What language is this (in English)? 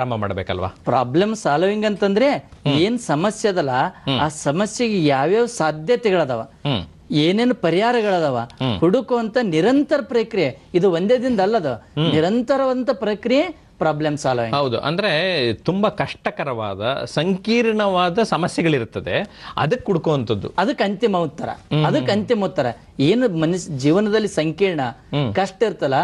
Kannada